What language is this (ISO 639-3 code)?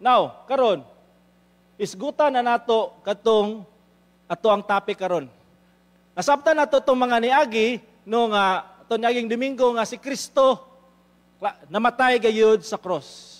ceb